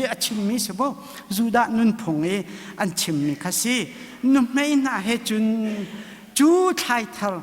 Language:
Hakha Chin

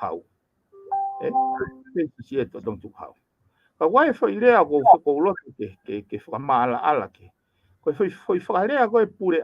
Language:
Tongan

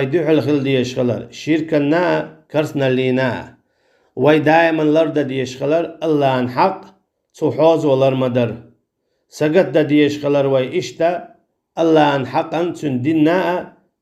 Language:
Chechen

